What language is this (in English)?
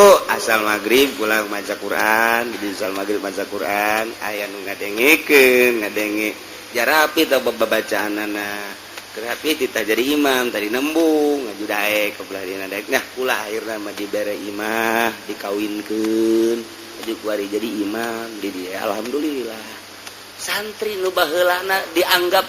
Sundanese